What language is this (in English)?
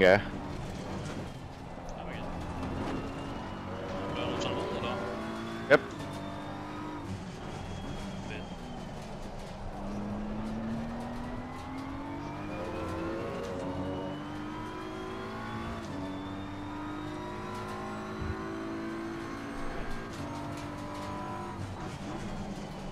Danish